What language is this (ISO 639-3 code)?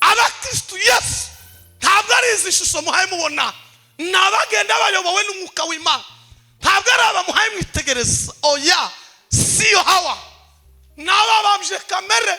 kin